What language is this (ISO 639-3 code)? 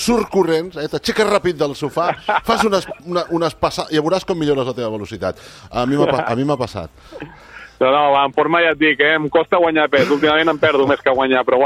cat